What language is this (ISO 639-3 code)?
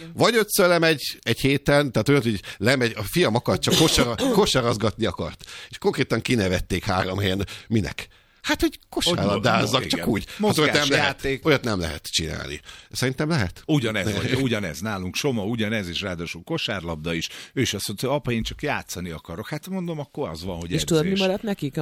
hun